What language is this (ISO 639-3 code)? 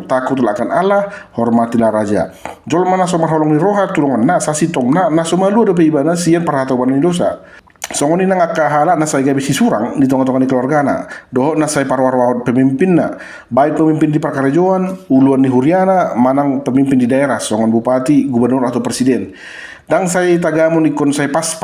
bbc